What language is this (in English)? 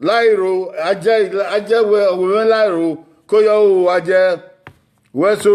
Bini